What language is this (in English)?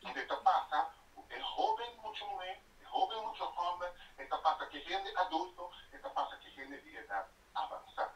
Papiamento